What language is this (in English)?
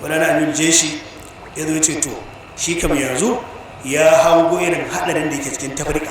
Hausa